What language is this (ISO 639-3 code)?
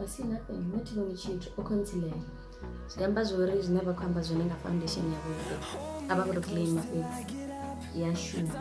ven